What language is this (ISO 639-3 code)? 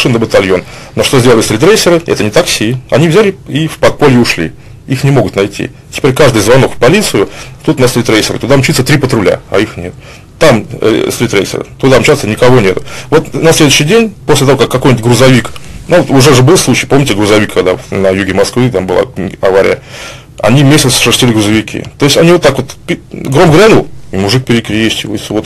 rus